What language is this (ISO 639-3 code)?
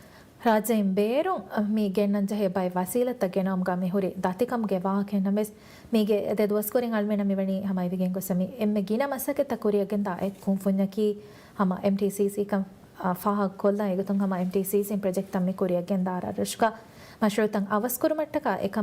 div